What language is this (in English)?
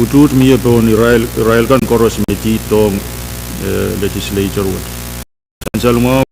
Pohnpeian